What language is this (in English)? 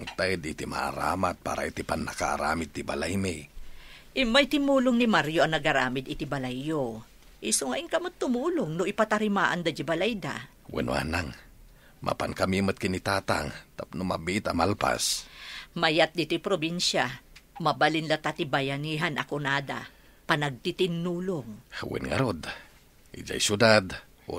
Iloko